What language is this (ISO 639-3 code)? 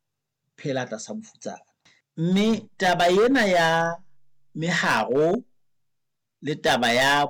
sot